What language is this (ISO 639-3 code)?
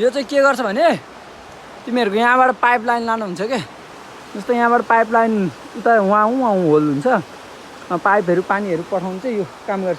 nep